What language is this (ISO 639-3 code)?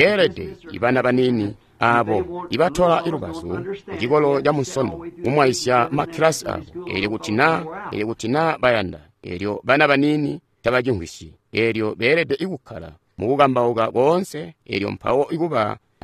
toi